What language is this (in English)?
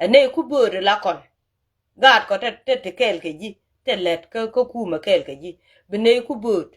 Nuer